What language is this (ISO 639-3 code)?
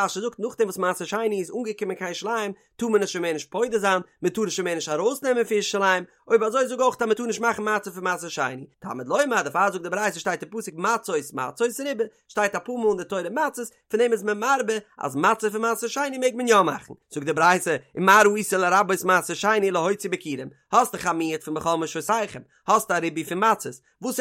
yid